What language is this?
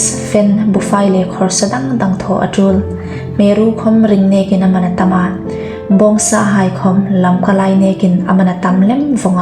Hmar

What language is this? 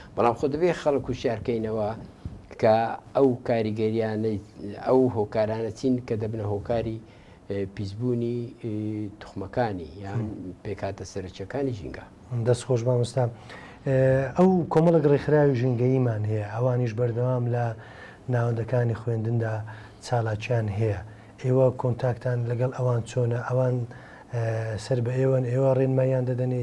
Central Kurdish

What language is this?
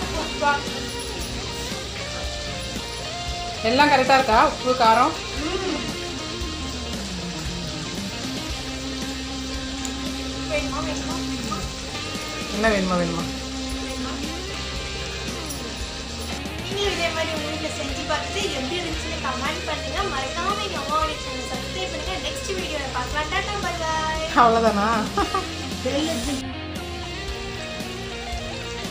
Tamil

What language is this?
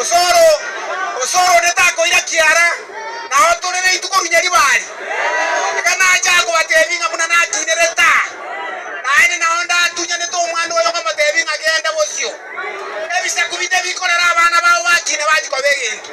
Gusii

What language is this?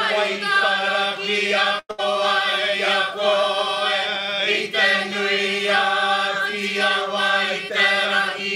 Māori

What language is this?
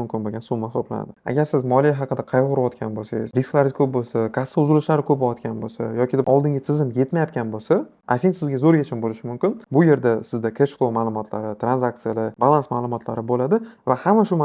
Uzbek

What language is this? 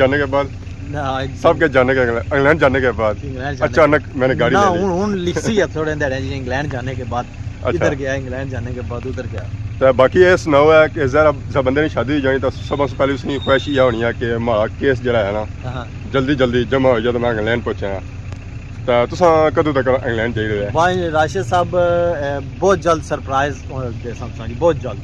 Pahari-Potwari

